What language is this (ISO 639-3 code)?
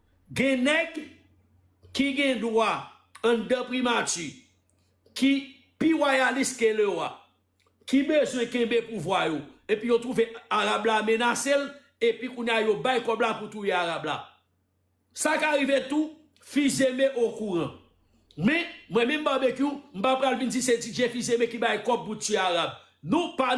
hat